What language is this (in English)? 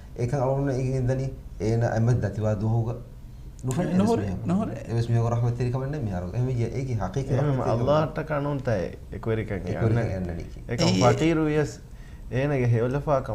Divehi